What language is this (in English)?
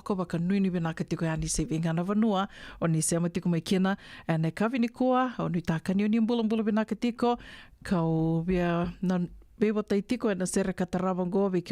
Fijian